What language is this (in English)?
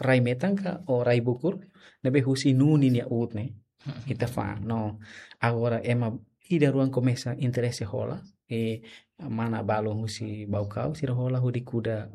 Tetum